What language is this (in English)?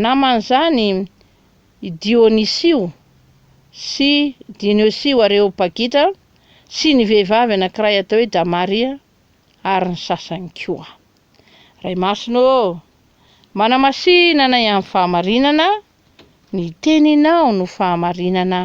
Malagasy